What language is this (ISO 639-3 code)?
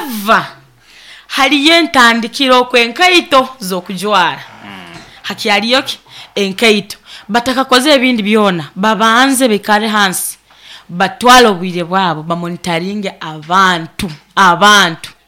nyo